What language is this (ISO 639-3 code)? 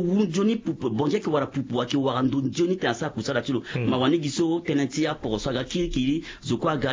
fra